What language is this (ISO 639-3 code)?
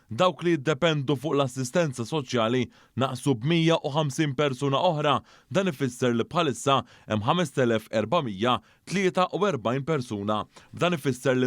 mlt